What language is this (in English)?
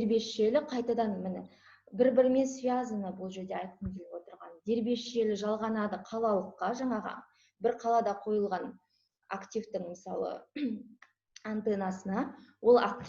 Kazakh